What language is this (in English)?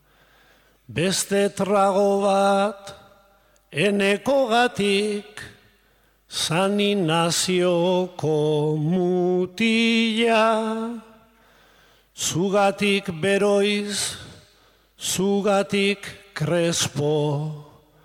Basque